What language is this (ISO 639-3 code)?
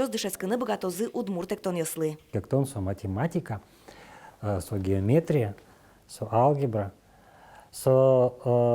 udm